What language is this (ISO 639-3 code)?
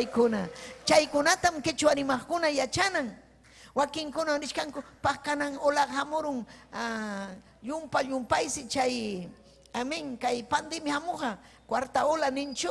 quy